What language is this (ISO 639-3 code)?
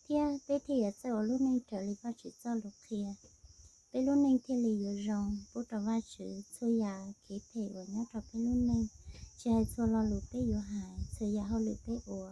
hmn